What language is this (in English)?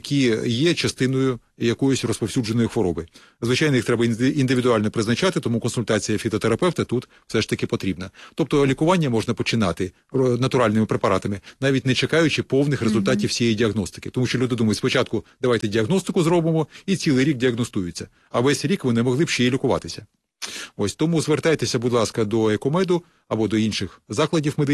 Ukrainian